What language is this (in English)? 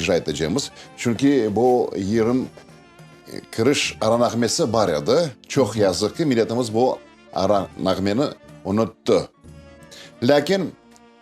Crimean Tatar